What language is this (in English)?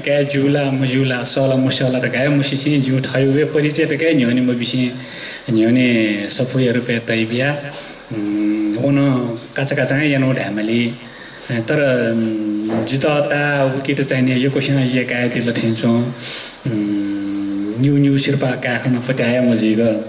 Newari